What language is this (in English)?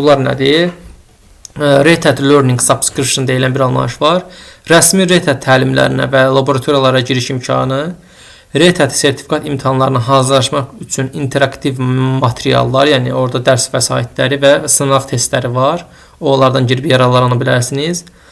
Azerbaijani